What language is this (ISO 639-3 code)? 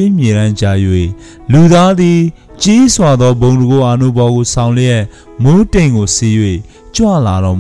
mya